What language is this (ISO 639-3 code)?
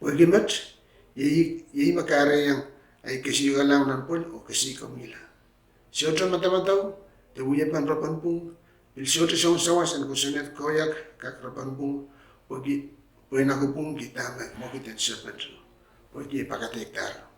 pon